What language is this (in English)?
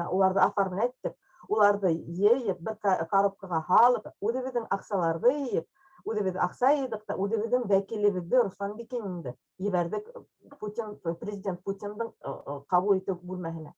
Bashkir